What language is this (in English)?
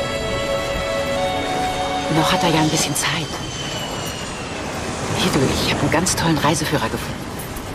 German